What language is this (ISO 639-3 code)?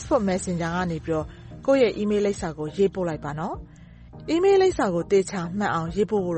mya